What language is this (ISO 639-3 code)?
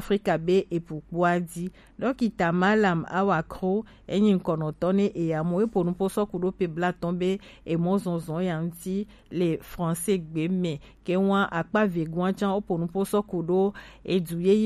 gej